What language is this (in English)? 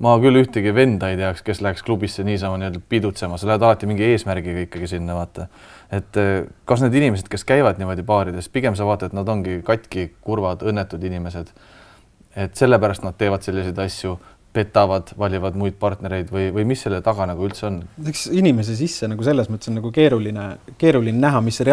Estonian